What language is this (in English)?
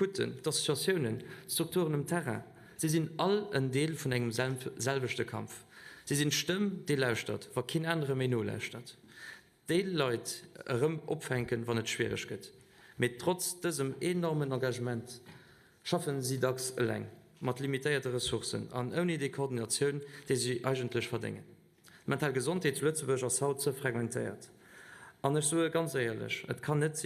Luxembourgish